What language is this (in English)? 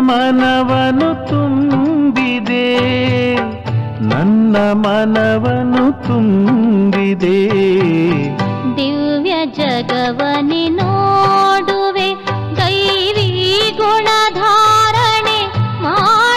Kannada